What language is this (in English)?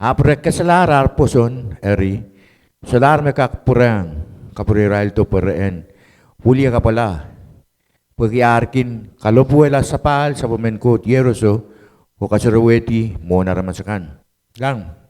Pohnpeian